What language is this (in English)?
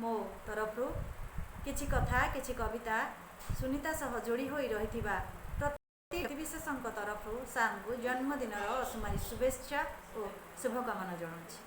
Odia